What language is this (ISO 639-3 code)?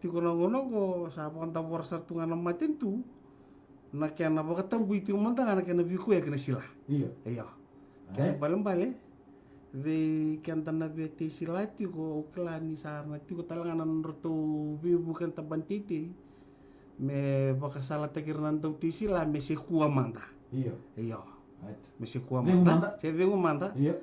fij